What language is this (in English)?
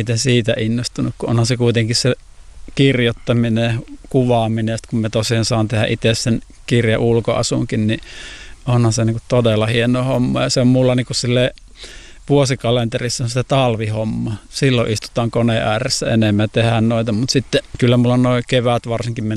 Finnish